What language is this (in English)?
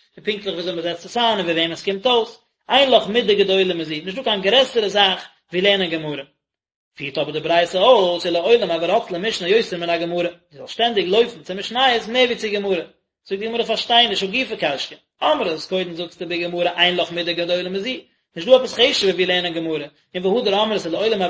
Yiddish